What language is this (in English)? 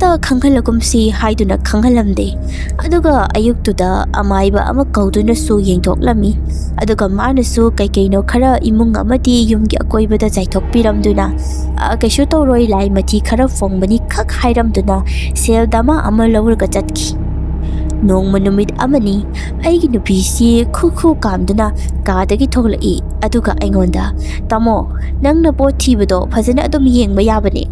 Manipuri